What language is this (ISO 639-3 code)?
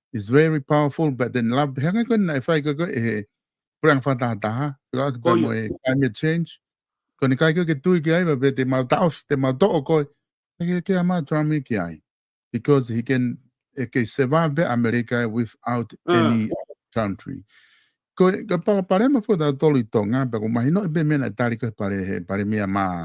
ton